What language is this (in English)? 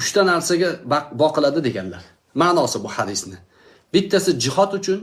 Uzbek